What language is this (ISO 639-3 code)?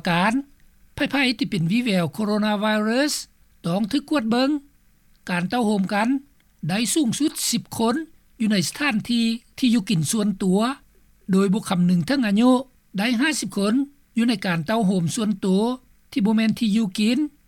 lao